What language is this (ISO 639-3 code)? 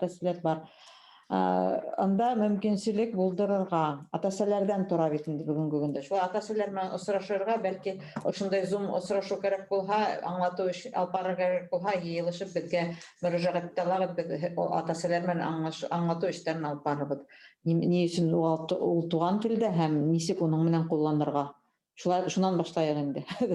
bak